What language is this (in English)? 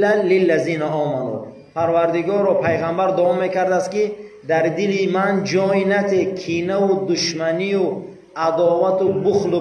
Tajik